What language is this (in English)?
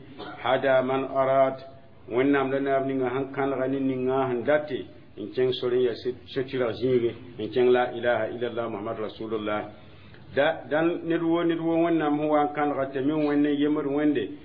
Mossi